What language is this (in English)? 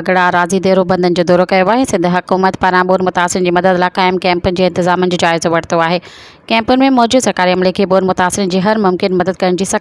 Sindhi